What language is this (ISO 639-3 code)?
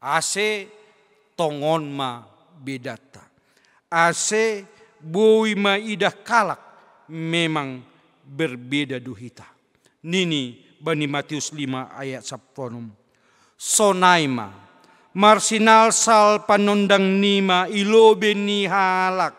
bts